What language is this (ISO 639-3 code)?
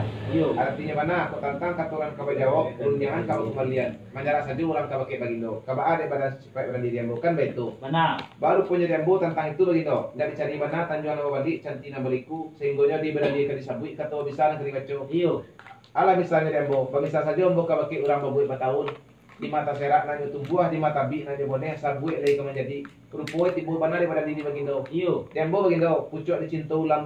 min